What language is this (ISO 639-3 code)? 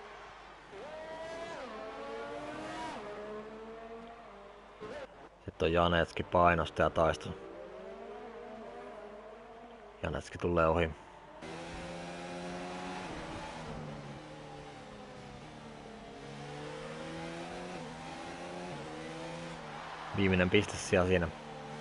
fin